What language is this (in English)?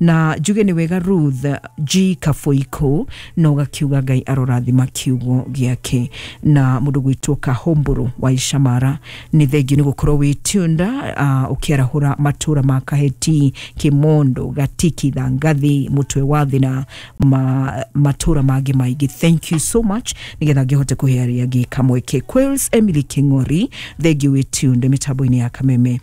Kikuyu